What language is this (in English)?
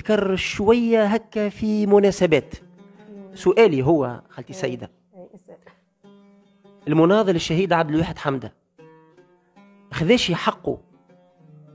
Tunisian Arabic